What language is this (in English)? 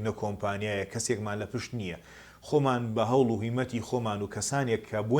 Central Kurdish